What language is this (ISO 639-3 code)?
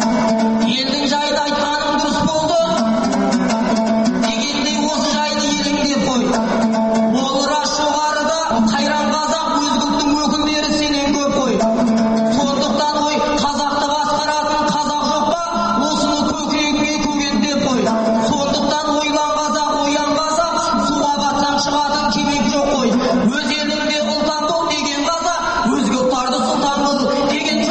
kaz